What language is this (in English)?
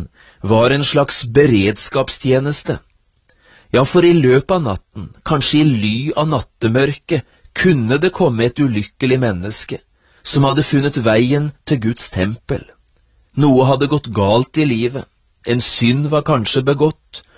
Norwegian